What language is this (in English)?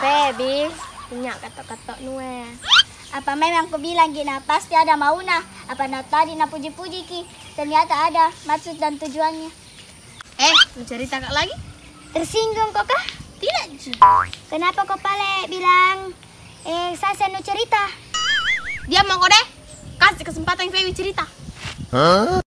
Makassar Malay